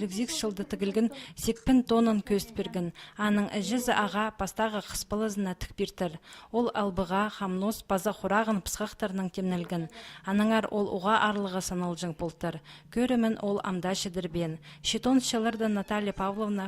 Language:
Khakas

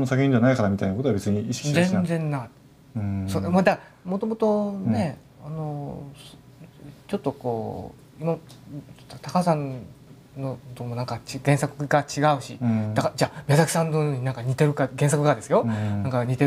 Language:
Japanese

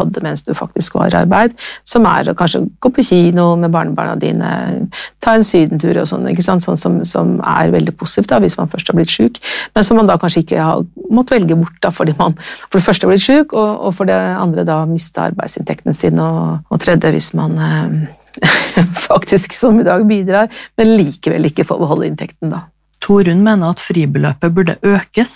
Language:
Norwegian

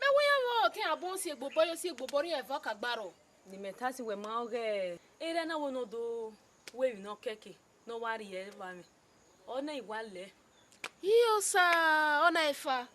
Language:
Bini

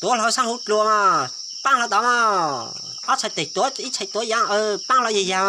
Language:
Hmong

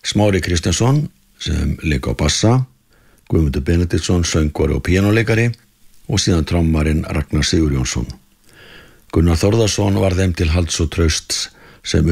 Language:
Icelandic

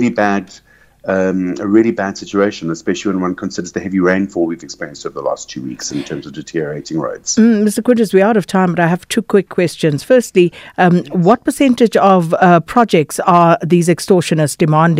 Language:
English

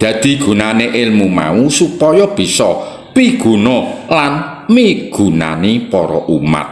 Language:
Javanese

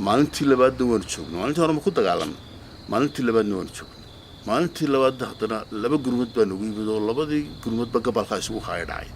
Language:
Somali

